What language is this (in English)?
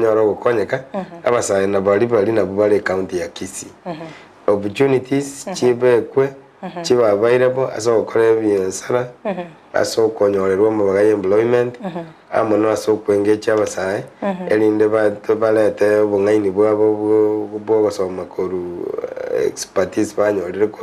Gusii